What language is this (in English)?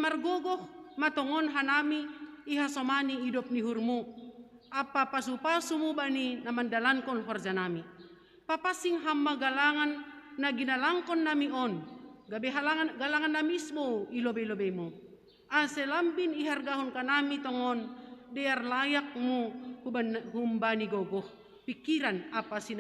Batak Simalungun